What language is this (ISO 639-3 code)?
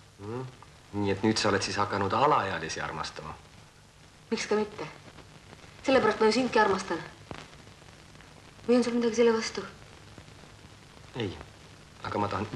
est